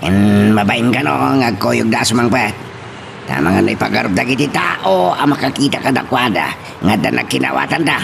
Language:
Iloko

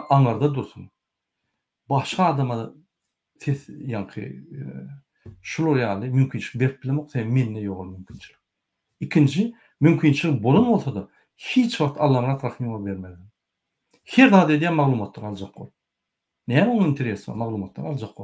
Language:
Turkmen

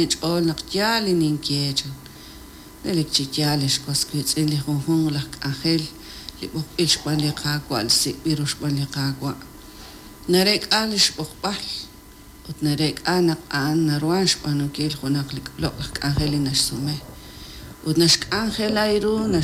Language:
Kekchí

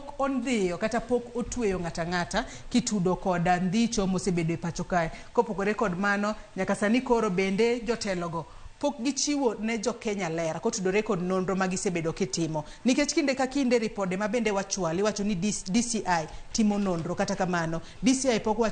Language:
Luo (Kenya and Tanzania)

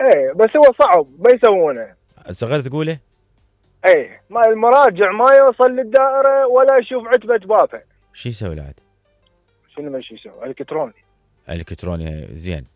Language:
Mesopotamian Arabic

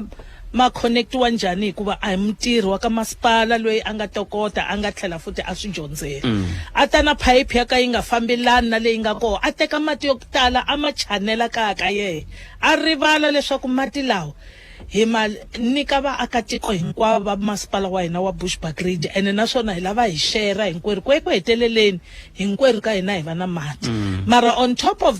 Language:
Tsonga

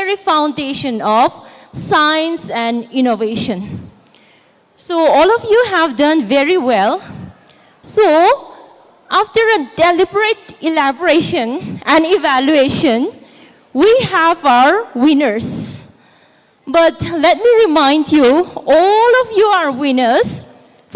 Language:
Tangkhul Naga (India)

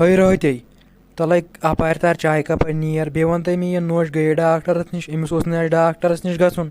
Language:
Kashmiri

